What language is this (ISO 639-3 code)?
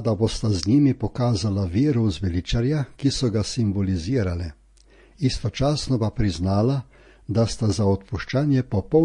slv